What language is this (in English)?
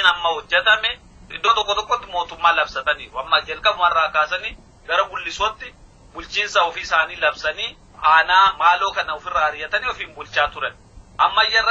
Oromo